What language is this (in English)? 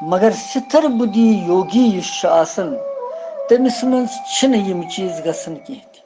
Kashmiri